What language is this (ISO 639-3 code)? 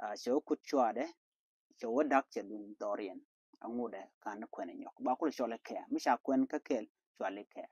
nus